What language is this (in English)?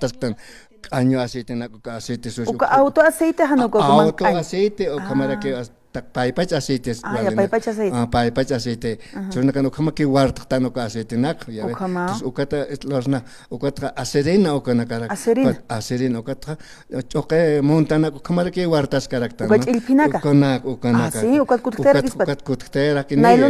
Aymara